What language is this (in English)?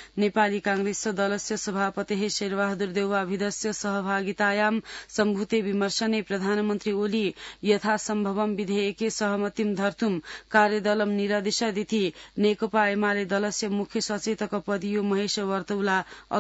Sanskrit